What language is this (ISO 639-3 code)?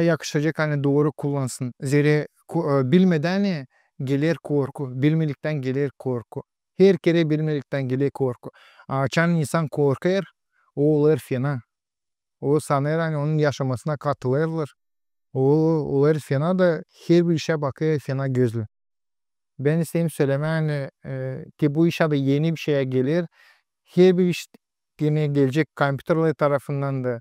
gag